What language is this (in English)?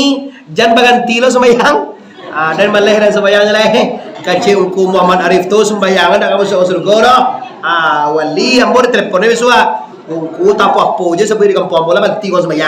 Minangkabau